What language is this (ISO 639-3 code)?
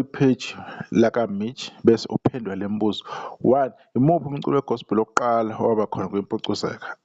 zul